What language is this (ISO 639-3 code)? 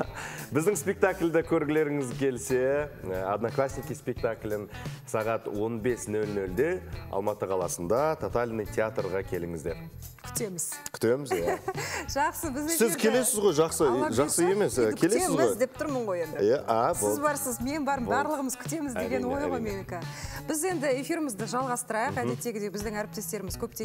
kaz